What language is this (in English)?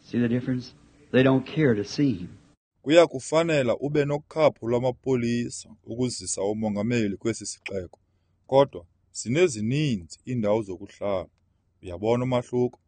Xhosa